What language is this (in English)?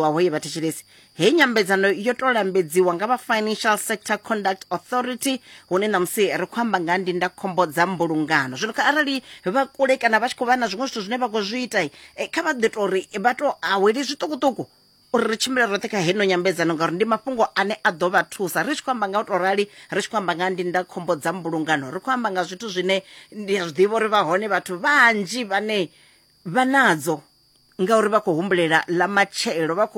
Venda